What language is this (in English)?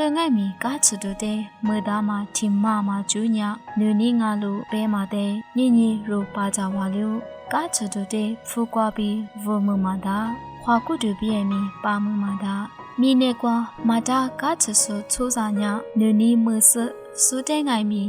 Lisu